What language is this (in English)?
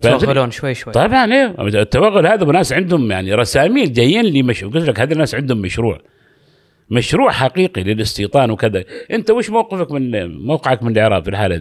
Gulf Arabic